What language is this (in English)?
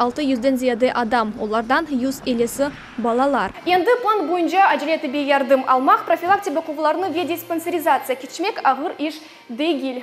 Crimean Tatar